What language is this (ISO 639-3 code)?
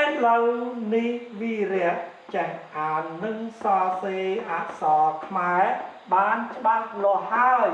khm